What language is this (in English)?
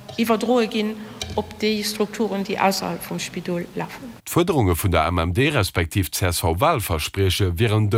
Luxembourgish